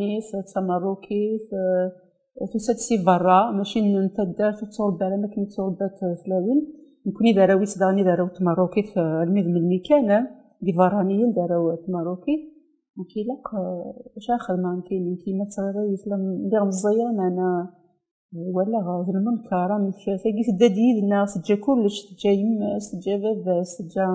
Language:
Kabyle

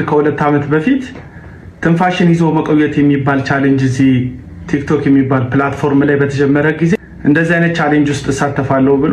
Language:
Amharic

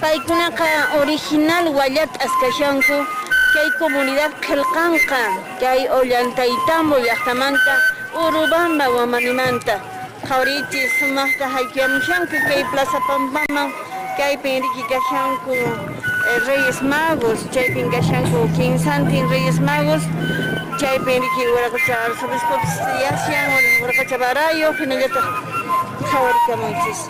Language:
Quechua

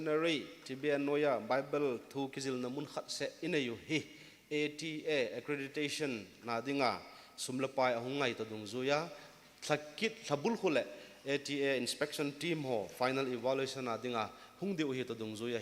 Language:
Thado Chin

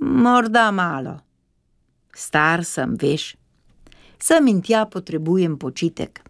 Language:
Slovenian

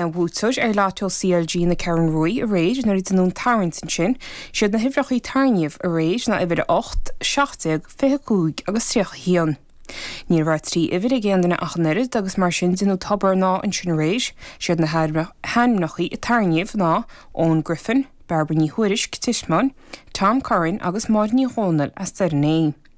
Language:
Irish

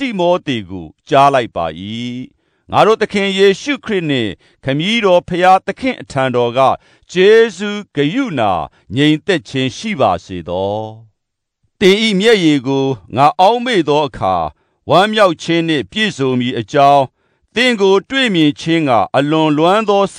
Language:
Burmese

